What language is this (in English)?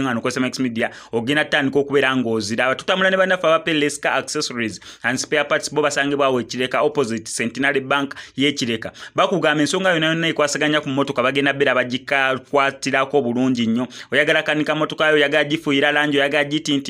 Ganda